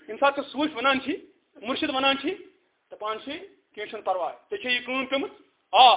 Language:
Kashmiri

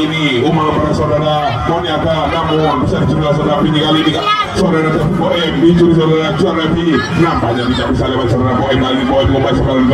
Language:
Indonesian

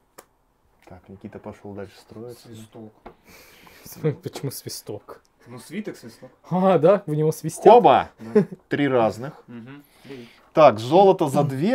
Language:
Russian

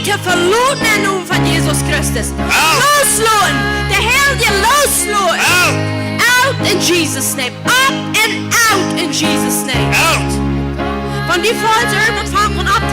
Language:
Plautdietsch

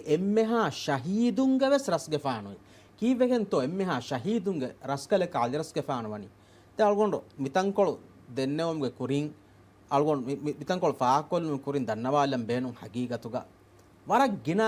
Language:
Divehi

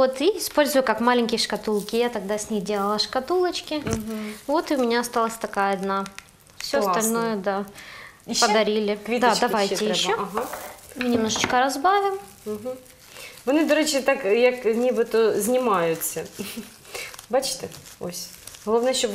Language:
Ukrainian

